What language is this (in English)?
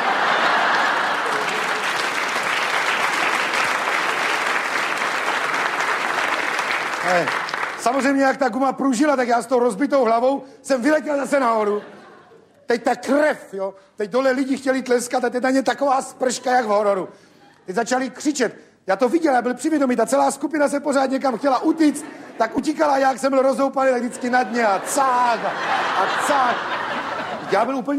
Czech